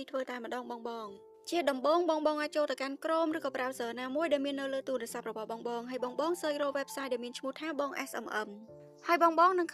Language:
Khmer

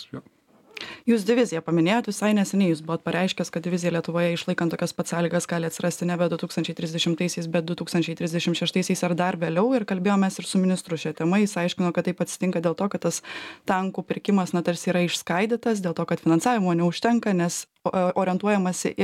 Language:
Lithuanian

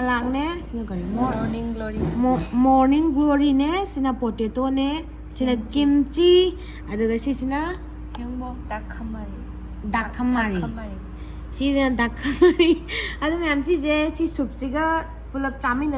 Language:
Manipuri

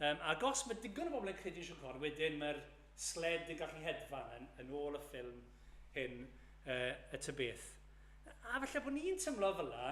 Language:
Welsh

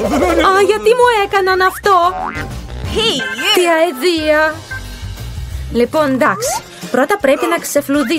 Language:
Greek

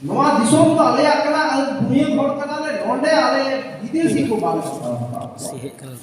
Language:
Santali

